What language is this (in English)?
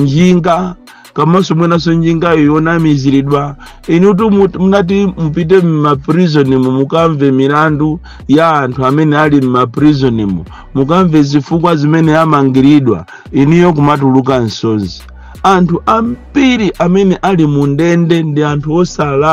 Nyanja